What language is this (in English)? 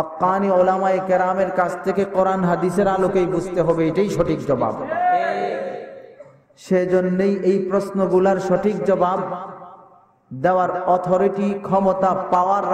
Bangla